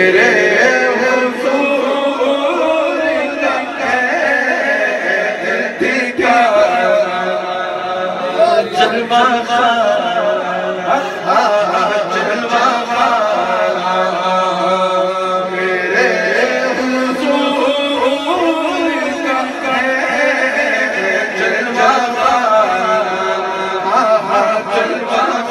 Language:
Urdu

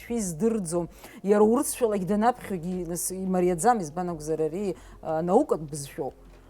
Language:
Abkhazian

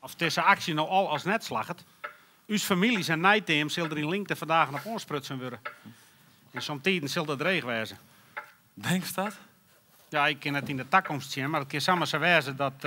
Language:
Western Frisian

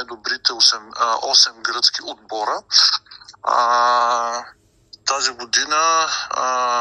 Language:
Bulgarian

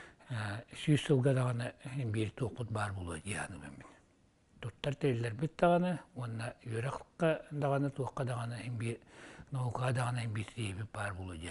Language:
Yakut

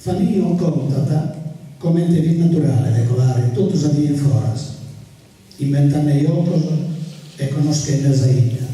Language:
Sardinian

